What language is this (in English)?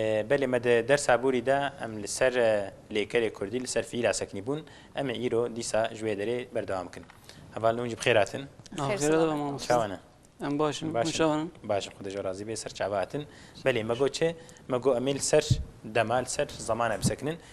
Kurdish